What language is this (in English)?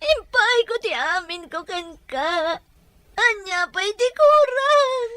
Iloko